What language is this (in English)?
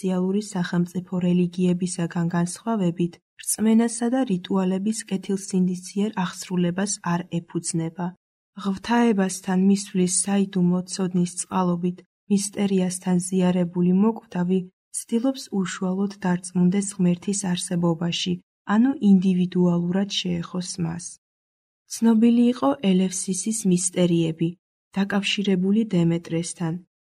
Georgian